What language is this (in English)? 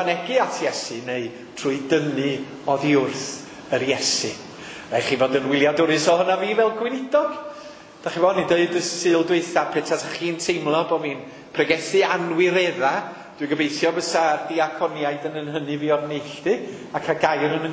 Welsh